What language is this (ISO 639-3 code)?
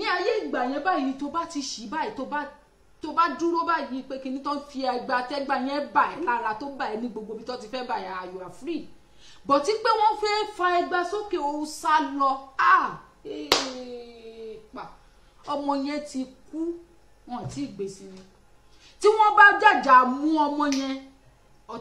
yor